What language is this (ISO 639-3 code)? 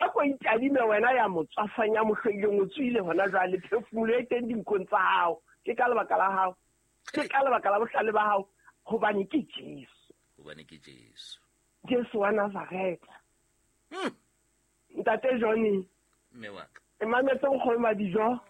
sot